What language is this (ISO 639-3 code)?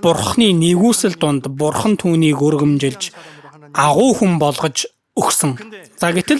mon